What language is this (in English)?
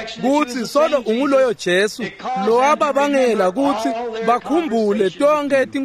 Swati